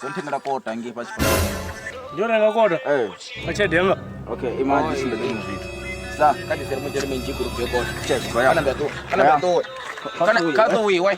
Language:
Venda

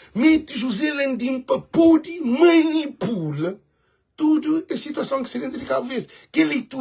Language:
Kabuverdianu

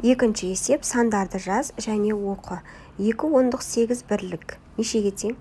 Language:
Kazakh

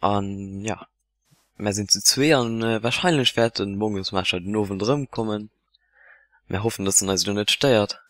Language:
Luxembourgish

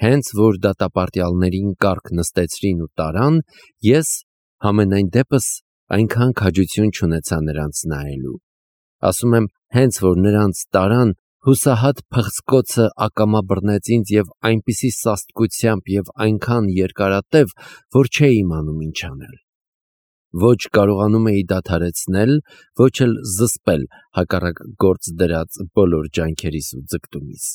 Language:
Armenian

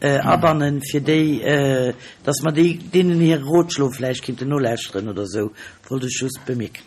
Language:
Luxembourgish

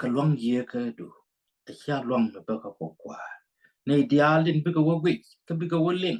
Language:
Nuer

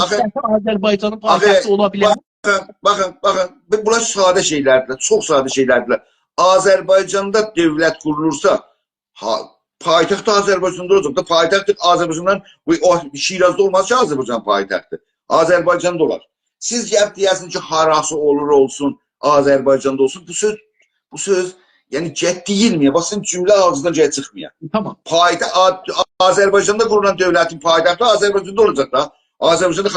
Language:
South Azerbaijani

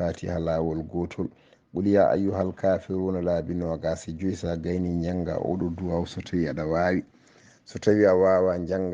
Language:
Fula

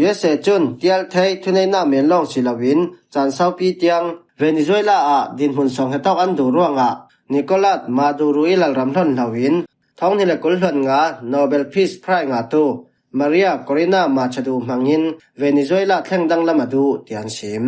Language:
Falam Chin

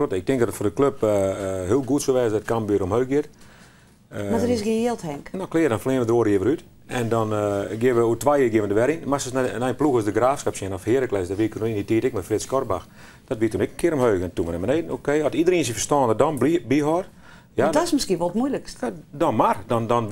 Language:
Western Frisian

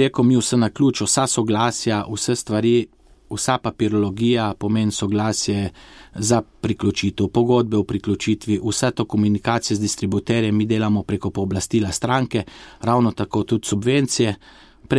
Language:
Slovenian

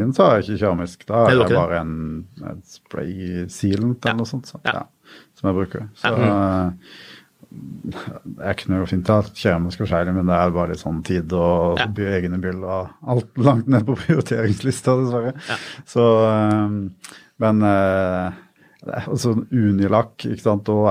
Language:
Norwegian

